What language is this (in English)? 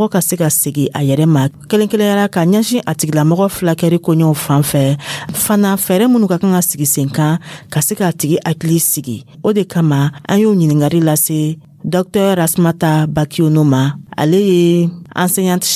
Dyula